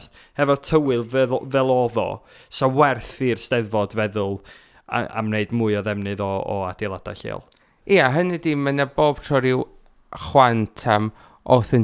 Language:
Welsh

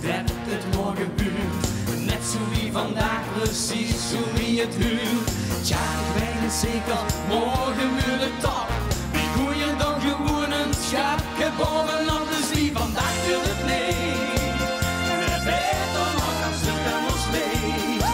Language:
Limburgish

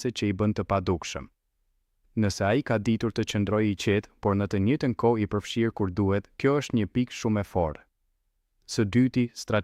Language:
Albanian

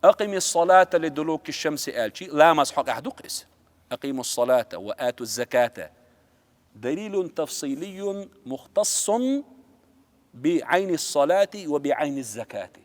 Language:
Chechen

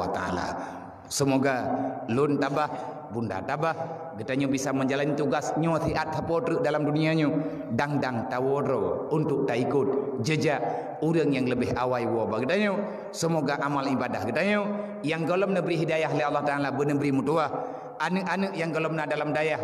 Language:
Achinese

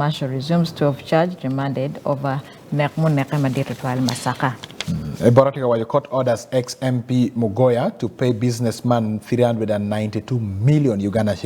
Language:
Acoli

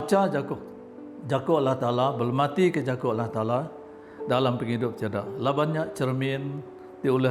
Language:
Iban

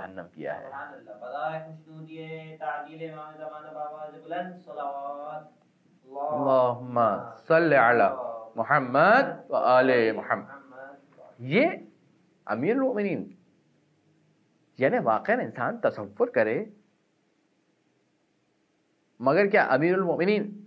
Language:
Urdu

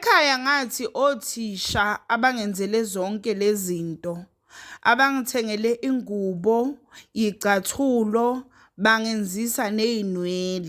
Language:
Zulu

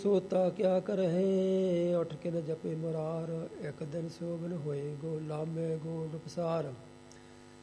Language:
Punjabi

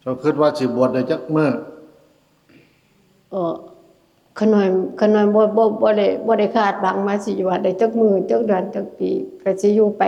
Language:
Northeastern Thai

